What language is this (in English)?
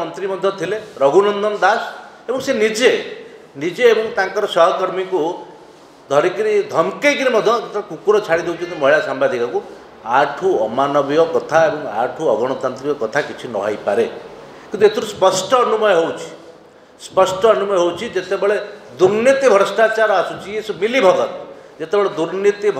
Odia